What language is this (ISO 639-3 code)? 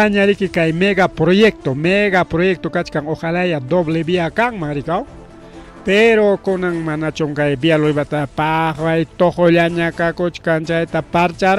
quy